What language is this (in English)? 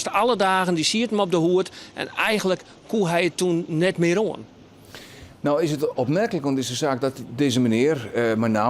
Western Frisian